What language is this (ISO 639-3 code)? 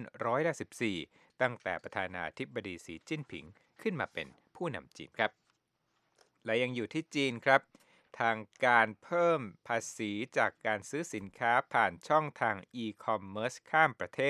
tha